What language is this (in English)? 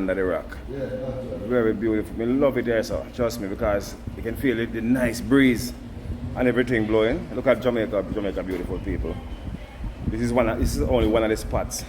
Jamaican Creole English